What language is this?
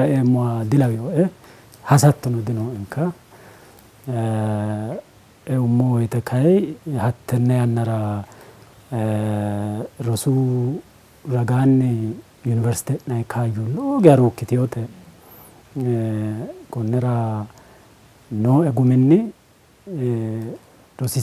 Sidamo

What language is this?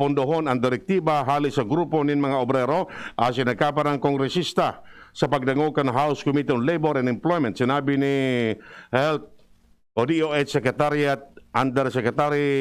Bikol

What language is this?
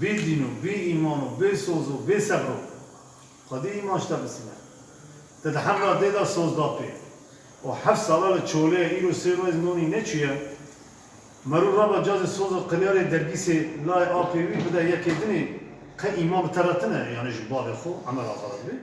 Kurdish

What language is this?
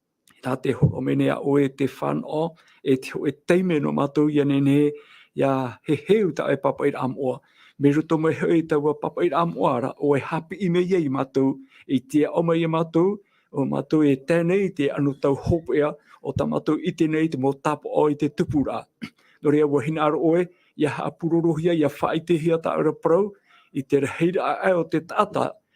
Tahitian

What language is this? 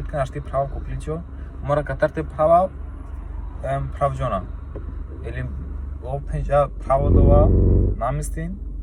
Romany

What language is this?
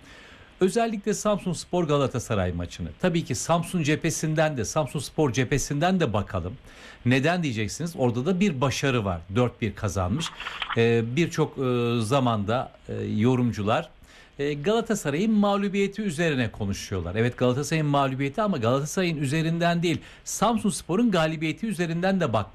Turkish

